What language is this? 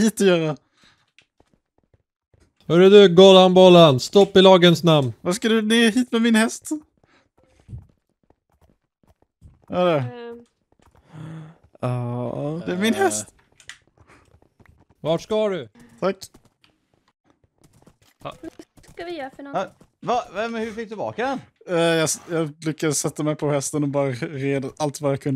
Swedish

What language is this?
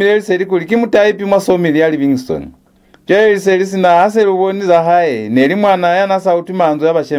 Lozi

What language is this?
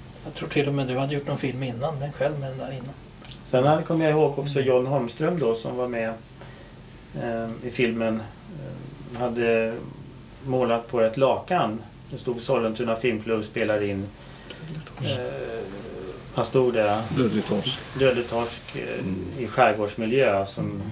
Swedish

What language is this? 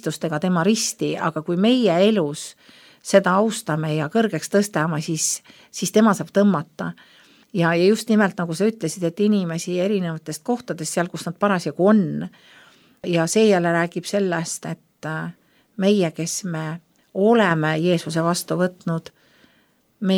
Estonian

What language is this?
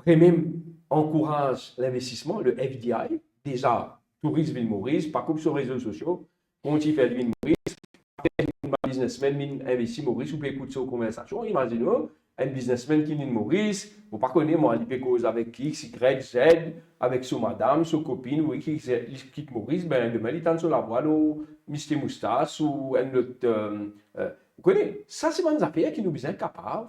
Morisyen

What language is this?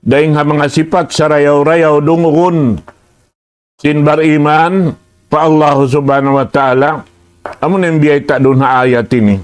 Tausug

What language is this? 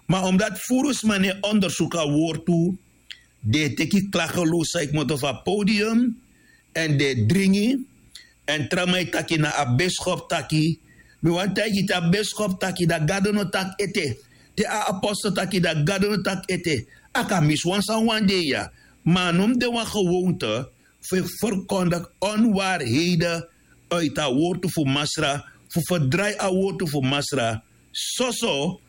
Sranan Tongo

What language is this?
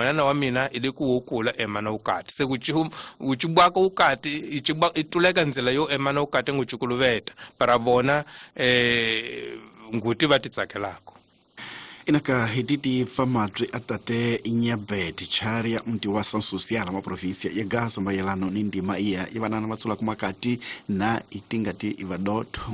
Tsonga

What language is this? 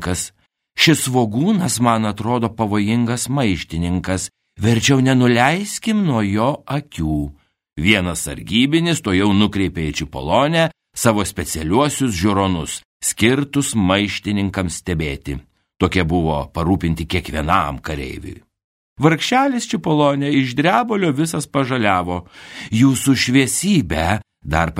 Lithuanian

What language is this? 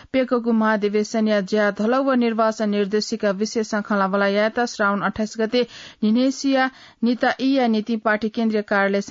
Newari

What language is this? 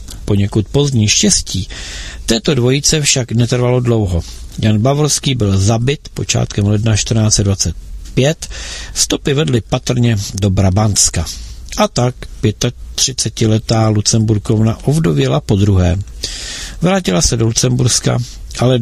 Czech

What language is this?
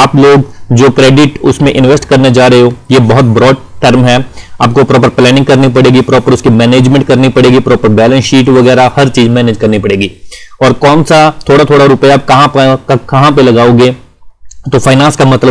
Hindi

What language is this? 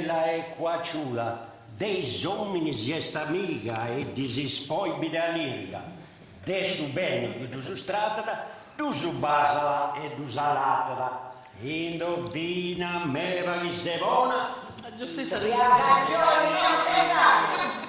Sardinian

